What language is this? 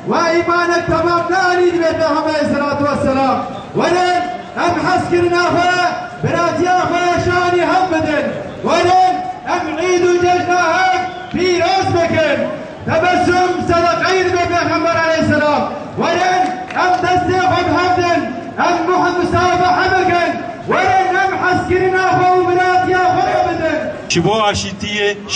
Kurdish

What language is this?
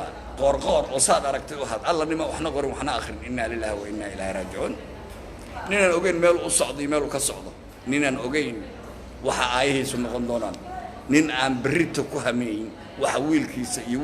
Somali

